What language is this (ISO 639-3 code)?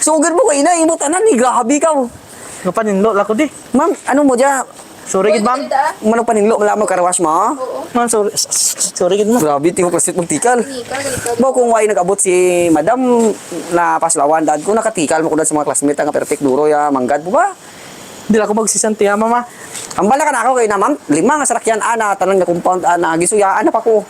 hil